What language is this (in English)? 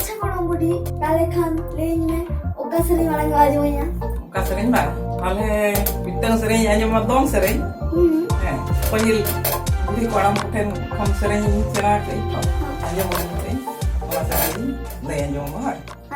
Santali